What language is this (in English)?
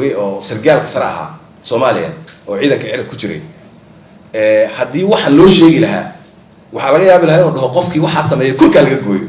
Somali